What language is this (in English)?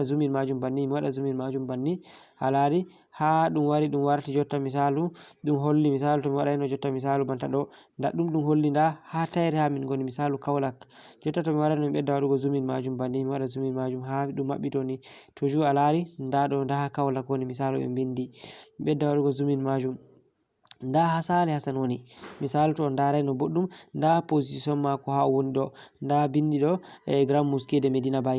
Fula